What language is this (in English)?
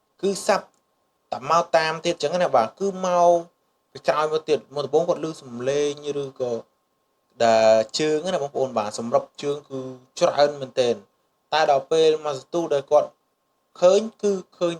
Khmer